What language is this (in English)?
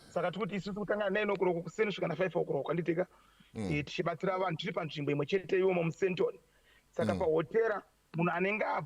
Shona